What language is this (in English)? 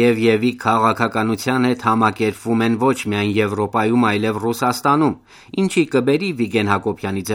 Armenian